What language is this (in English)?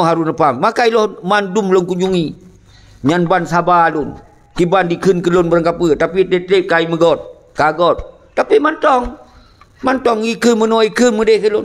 Achinese